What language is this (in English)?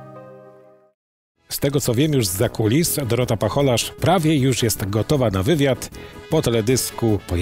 Polish